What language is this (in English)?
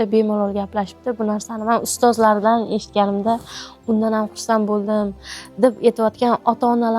Uzbek